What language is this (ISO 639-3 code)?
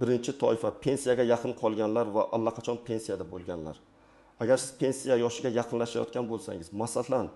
uzb